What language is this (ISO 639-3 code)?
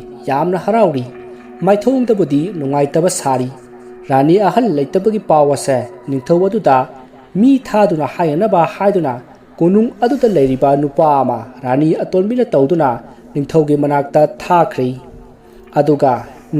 mni